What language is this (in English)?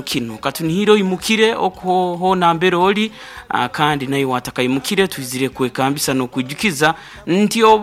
Nyoro